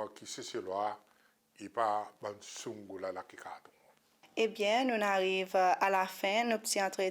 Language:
Seselwa Creole French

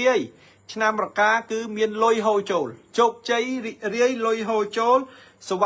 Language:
Khmer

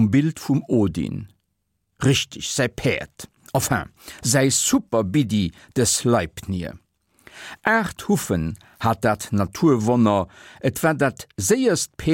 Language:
Luxembourgish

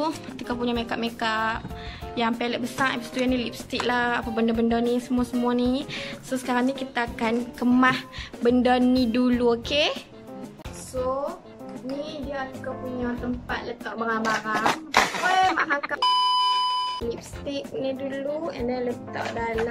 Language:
Malay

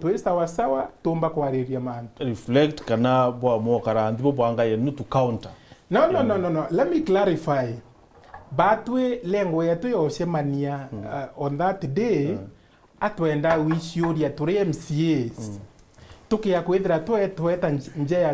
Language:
Meru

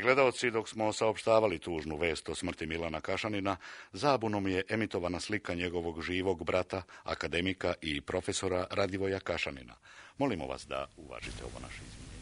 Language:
Serbian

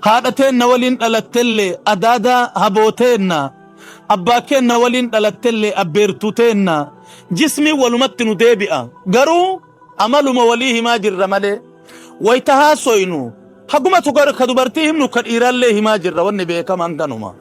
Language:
Oromo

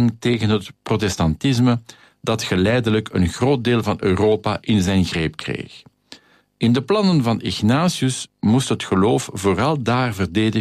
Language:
Dutch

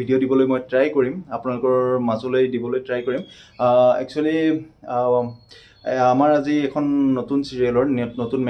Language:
Assamese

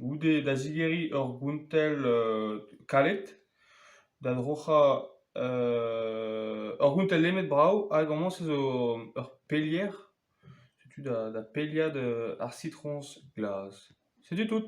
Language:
Breton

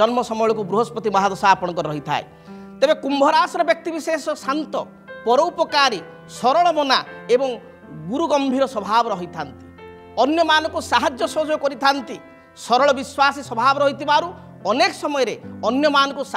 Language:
Odia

